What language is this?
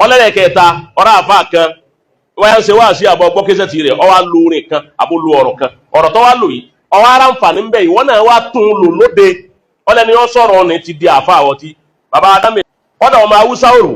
Yoruba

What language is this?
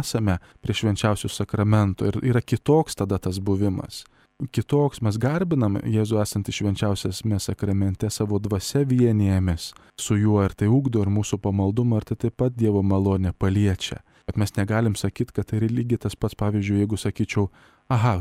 Lithuanian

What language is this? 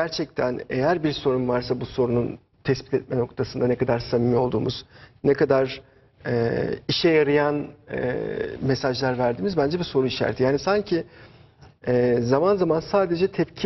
Turkish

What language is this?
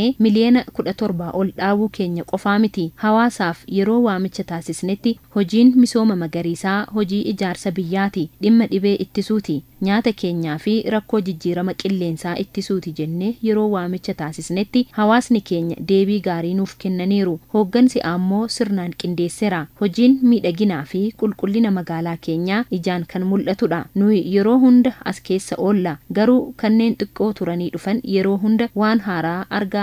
Oromo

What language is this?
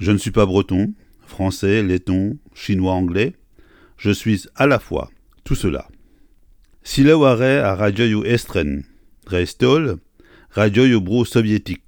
Breton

